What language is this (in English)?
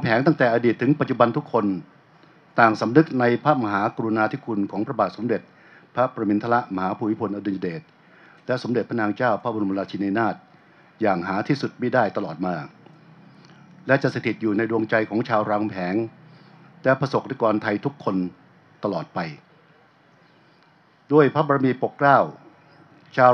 Thai